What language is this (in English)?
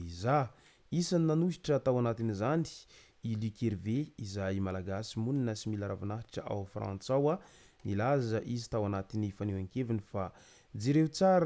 Malagasy